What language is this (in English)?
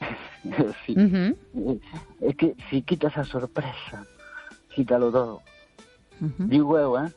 Galician